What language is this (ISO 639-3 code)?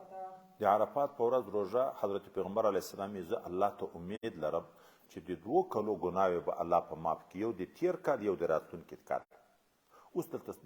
pus